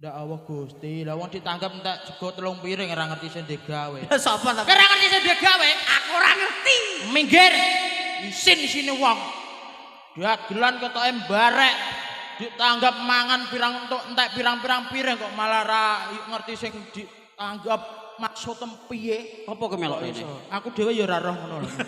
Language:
Javanese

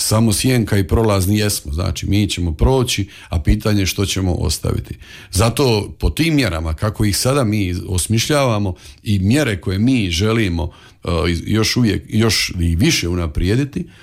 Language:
Croatian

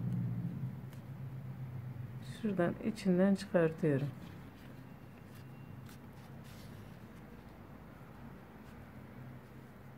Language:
Turkish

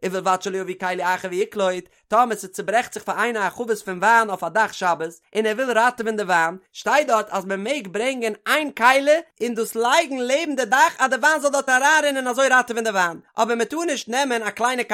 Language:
Yiddish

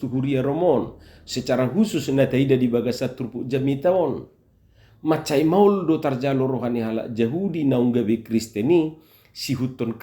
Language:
Batak Toba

